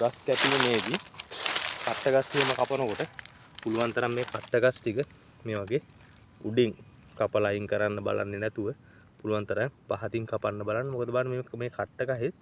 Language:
Sinhala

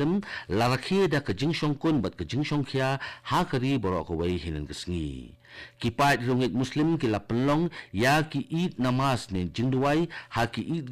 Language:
Khasi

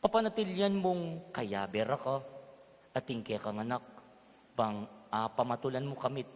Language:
Pampanga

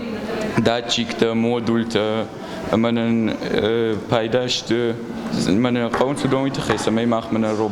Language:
Ossetic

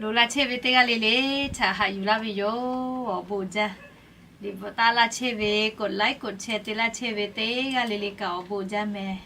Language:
Lahu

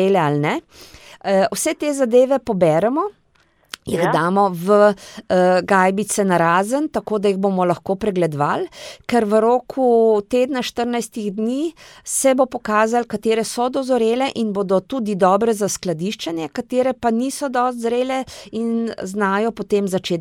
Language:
Slovenian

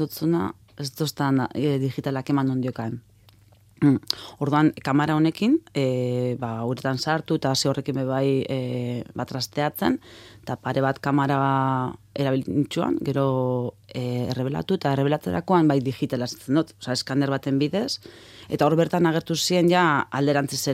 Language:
Basque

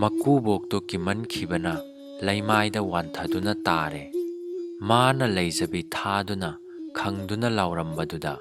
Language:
Manipuri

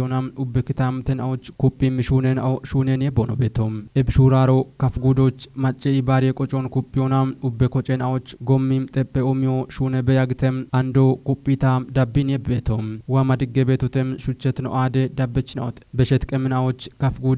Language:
Kafa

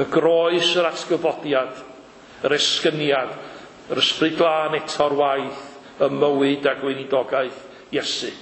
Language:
Welsh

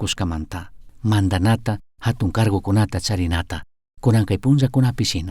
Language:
Chimborazo Highland Quichua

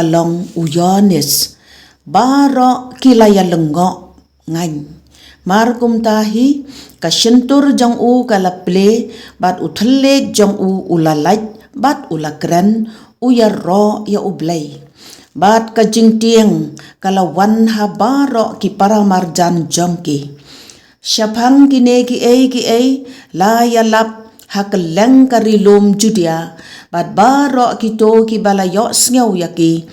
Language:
Khasi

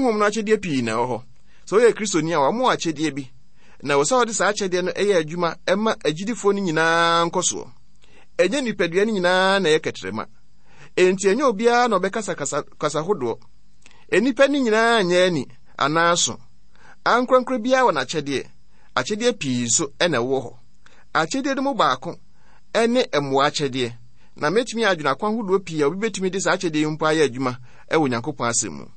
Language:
Akan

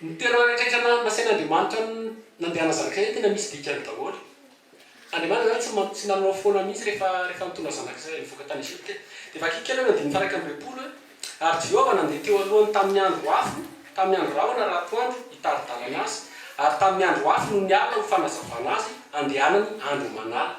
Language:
Malagasy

